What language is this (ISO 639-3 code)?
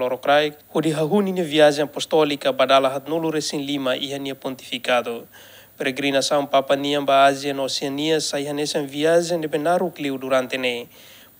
tet